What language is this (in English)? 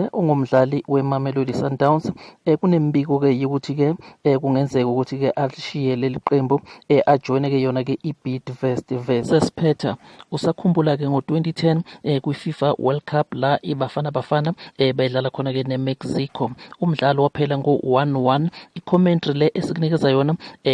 Zulu